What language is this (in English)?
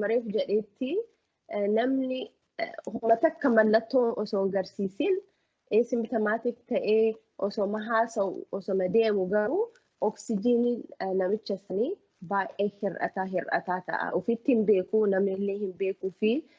Oromo